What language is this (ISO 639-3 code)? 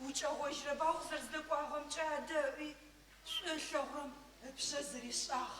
ady